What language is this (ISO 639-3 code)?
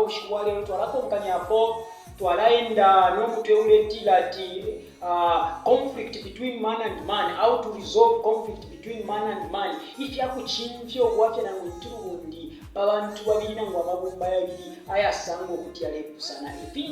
bem